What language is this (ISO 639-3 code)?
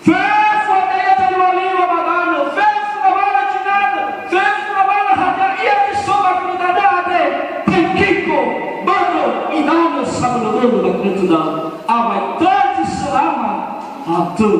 nia